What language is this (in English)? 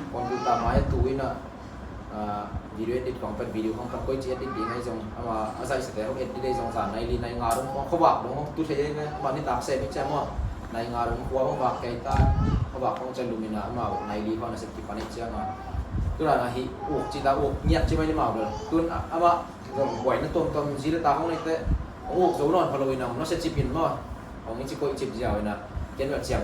Tedim Chin